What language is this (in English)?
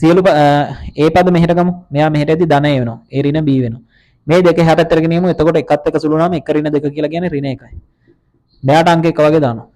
Sinhala